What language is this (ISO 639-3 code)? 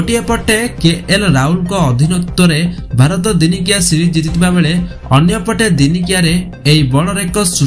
ori